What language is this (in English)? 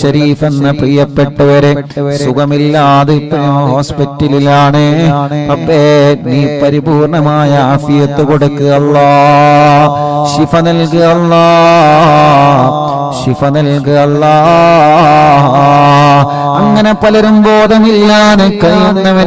Malayalam